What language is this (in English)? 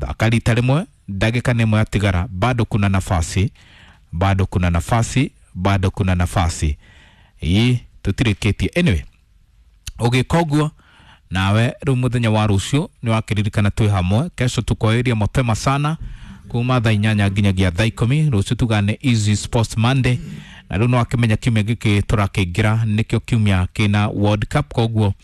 Kikuyu